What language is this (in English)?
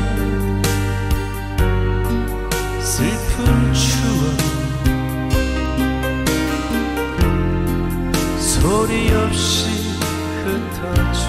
Korean